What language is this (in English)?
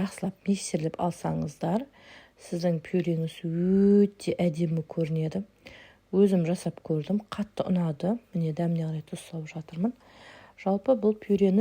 Kazakh